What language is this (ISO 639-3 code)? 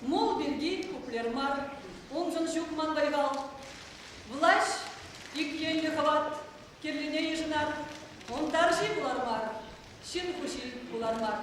chv